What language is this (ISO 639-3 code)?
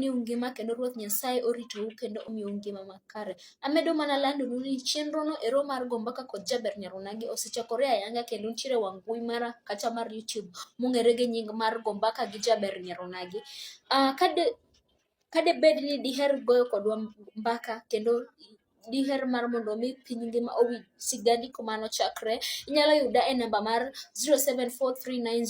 luo